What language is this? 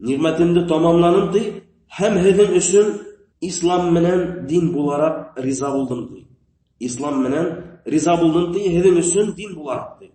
Bashkir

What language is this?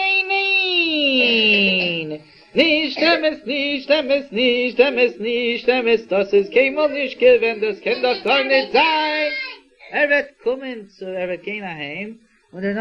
Yiddish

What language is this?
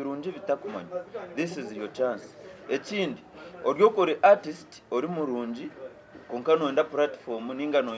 Nyankole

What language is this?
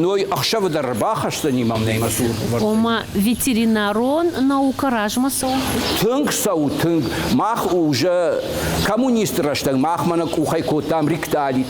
Ossetic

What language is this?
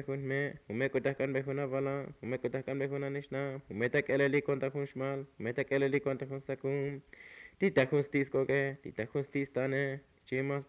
Tzotzil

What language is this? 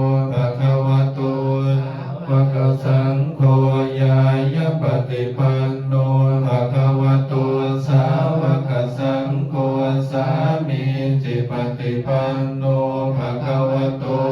Pali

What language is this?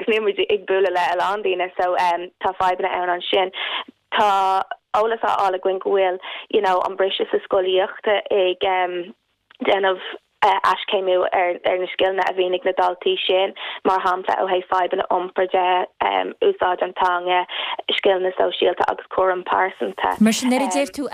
Irish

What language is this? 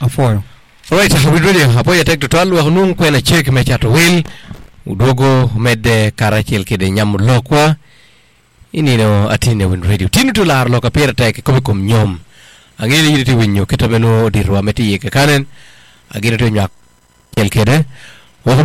Acoli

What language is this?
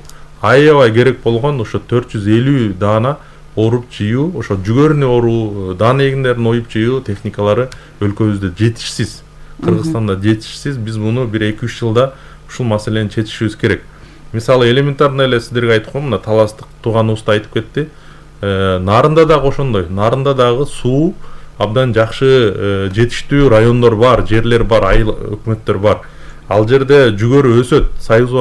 Kyrgyz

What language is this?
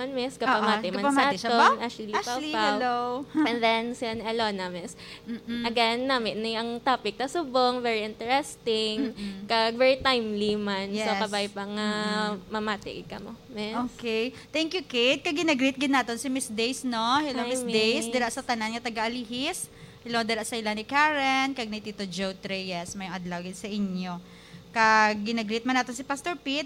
Hiligaynon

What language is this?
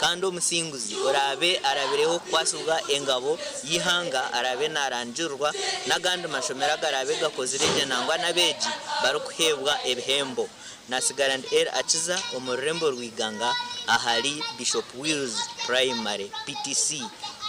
Nyankole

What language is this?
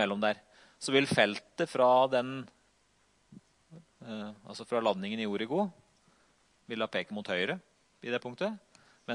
Norwegian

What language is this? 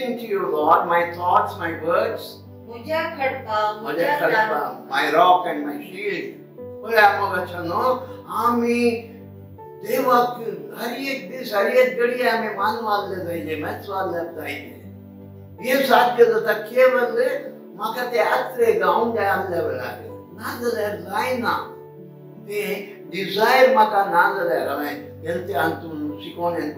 Konkani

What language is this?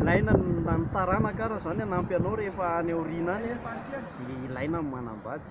Malagasy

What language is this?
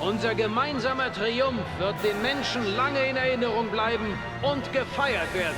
Bavarian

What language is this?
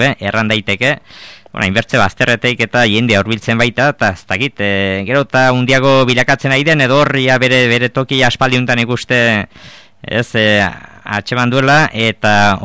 Basque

